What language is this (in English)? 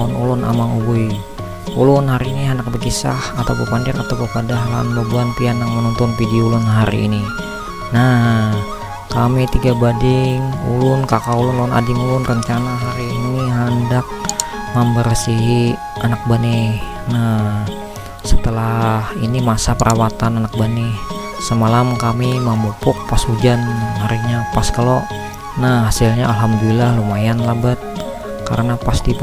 Banjar